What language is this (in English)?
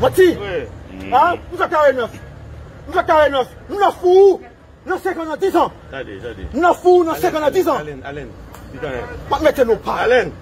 Haitian Creole